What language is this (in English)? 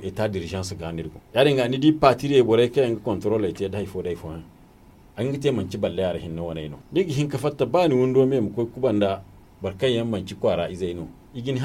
Zarma